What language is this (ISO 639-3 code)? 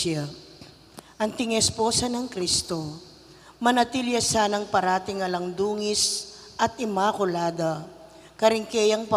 pam